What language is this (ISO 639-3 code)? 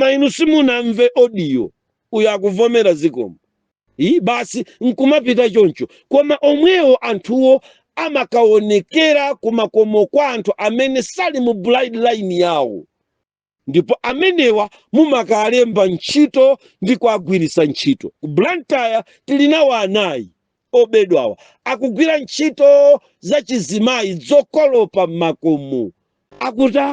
nya